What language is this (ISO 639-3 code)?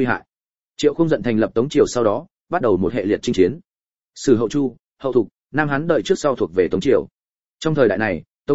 vie